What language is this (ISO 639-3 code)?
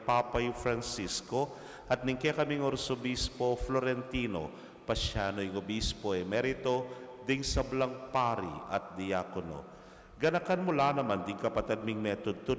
pam